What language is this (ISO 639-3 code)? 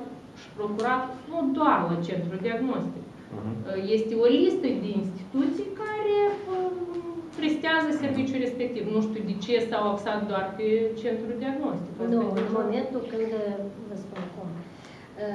ron